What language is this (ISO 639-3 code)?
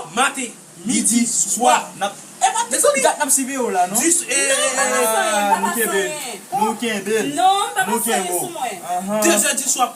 hat